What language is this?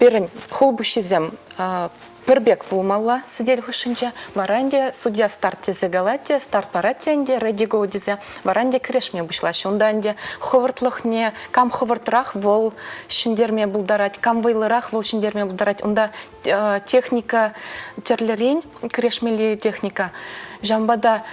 Chuvash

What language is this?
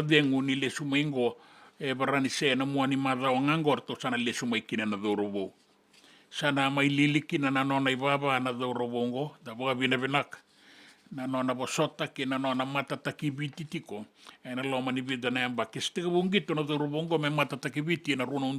Fijian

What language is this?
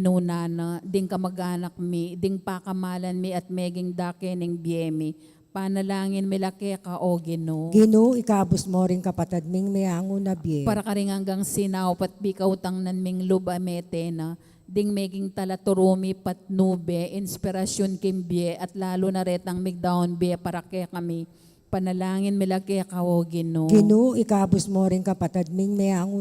Pampanga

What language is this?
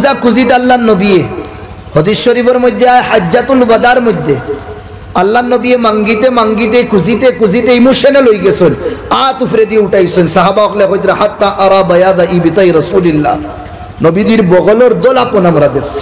Sylheti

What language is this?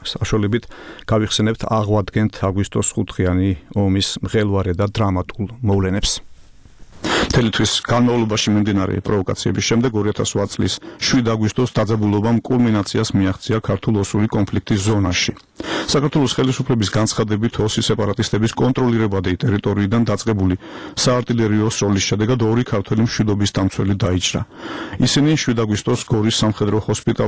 Georgian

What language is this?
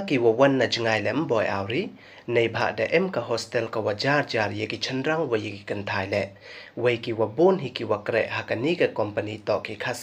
Pnar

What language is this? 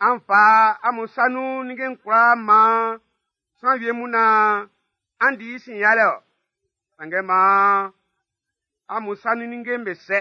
Baoulé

